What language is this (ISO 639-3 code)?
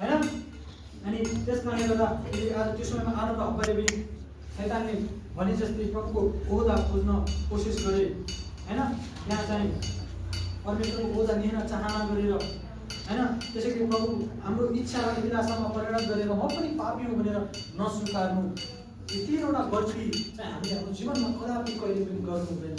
nep